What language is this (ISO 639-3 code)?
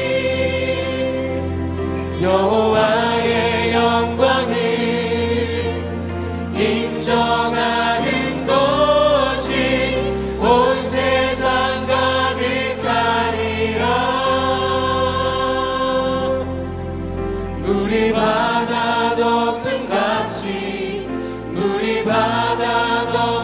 kor